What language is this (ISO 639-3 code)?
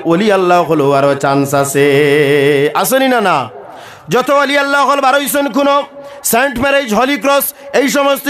syl